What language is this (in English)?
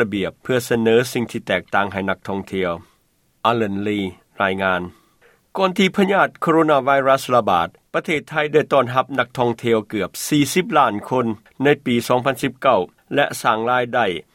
Lao